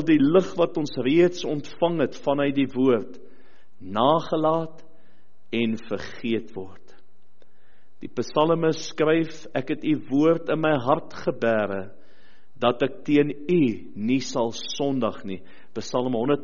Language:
Afrikaans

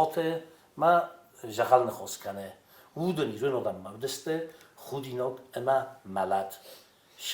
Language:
Ossetic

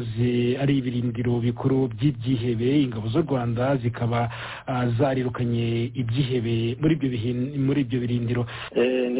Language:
Kinyarwanda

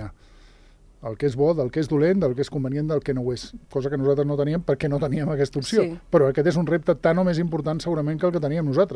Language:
Catalan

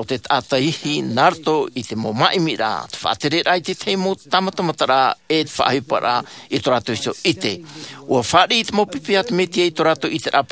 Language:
Tahitian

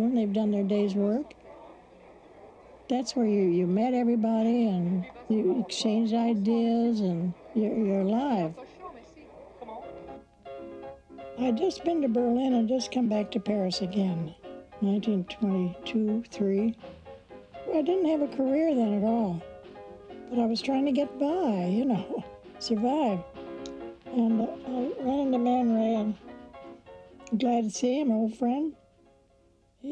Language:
English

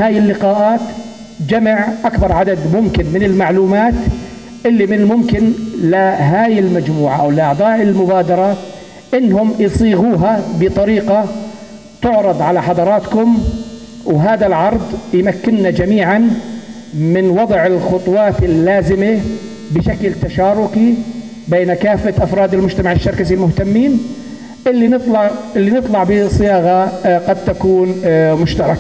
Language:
North Levantine Arabic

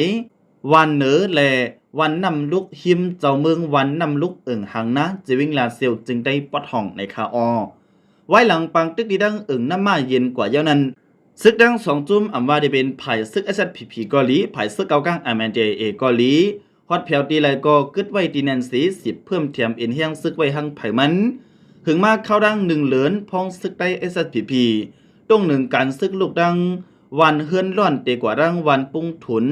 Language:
Shan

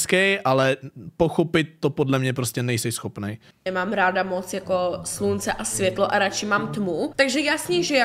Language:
Czech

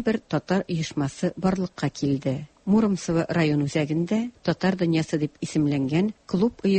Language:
Tatar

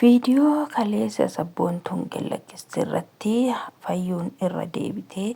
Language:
Oromo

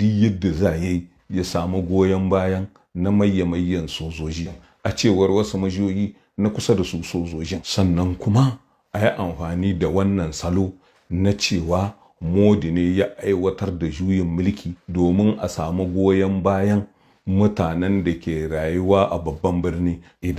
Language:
Hausa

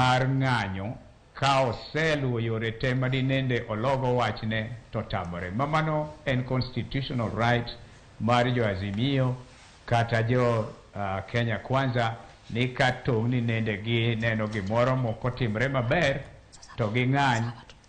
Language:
Luo (Kenya and Tanzania)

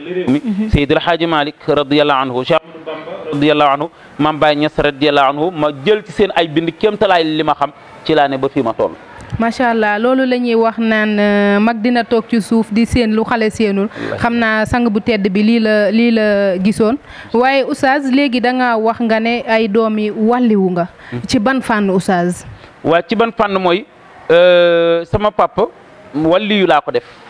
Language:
Wolof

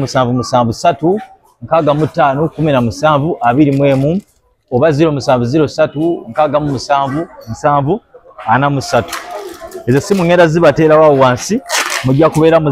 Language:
Ganda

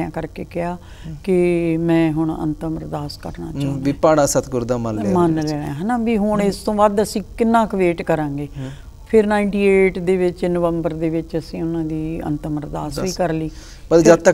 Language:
Punjabi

